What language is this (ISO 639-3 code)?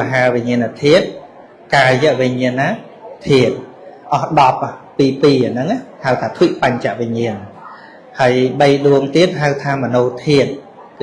khm